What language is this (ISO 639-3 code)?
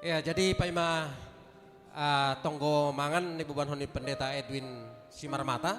bts